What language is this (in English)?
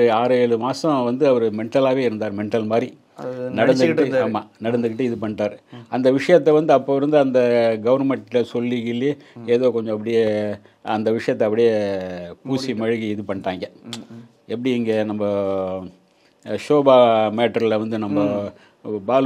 Tamil